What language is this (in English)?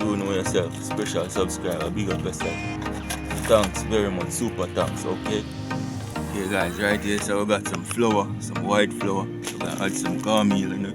Jamaican Creole English